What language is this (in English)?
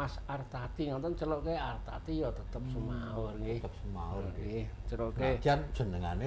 Javanese